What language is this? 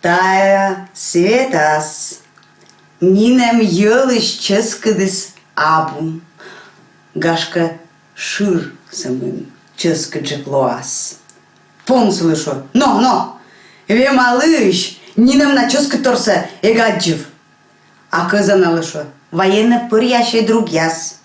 Komi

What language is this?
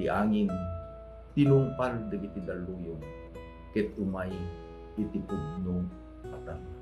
Iloko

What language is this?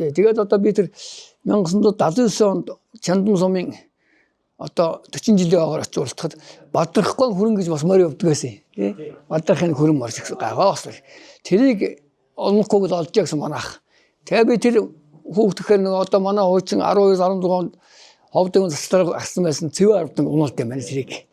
Mongolian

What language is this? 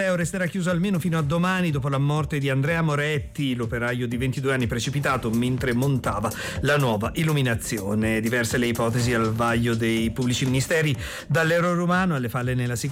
Italian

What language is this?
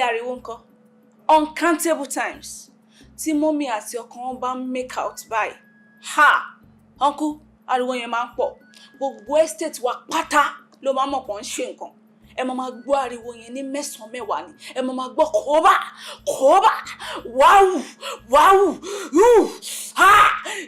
Yoruba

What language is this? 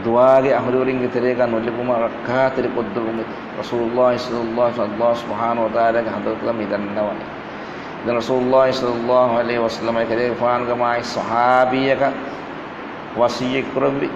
Divehi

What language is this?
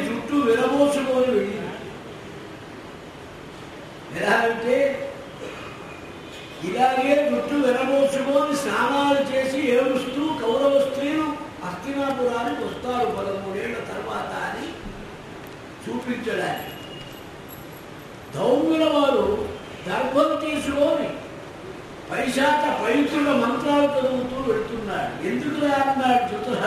Telugu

